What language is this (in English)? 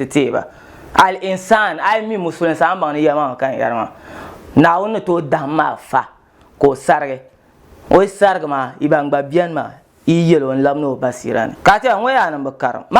Dagbani